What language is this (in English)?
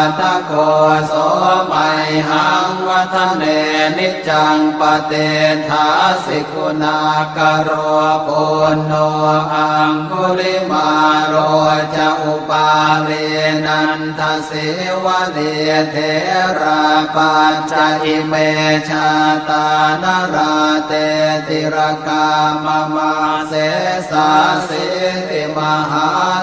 Pali